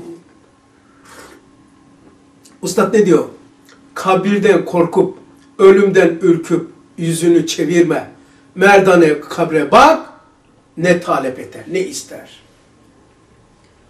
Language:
Turkish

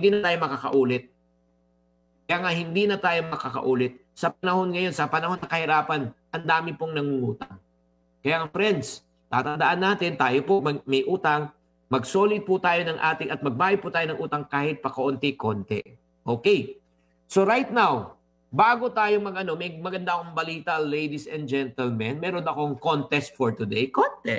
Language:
Filipino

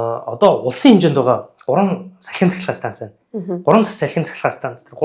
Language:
Mongolian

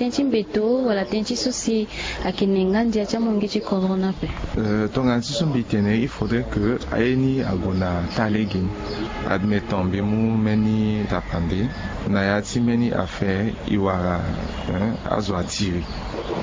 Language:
Sango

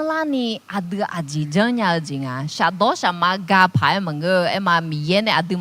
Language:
Akha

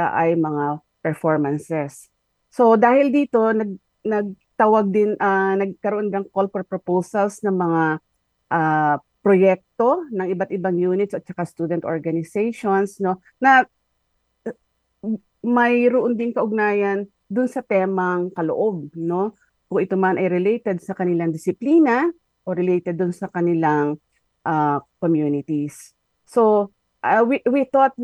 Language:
Filipino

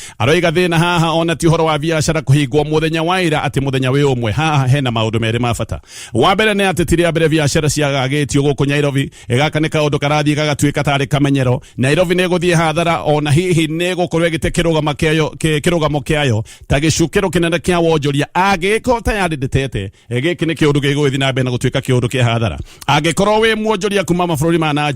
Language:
Kikuyu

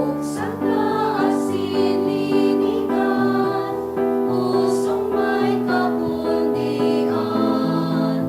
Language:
Bikol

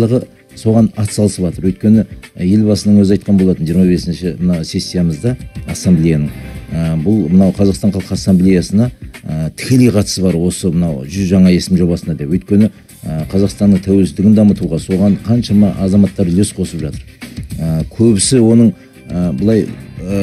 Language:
Kazakh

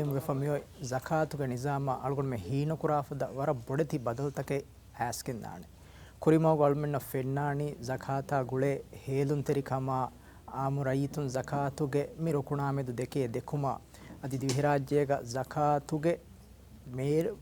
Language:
Divehi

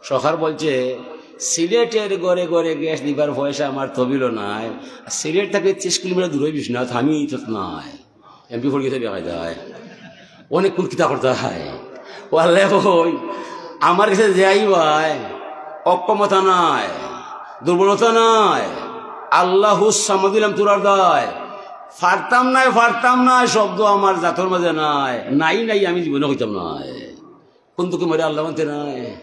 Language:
Sylheti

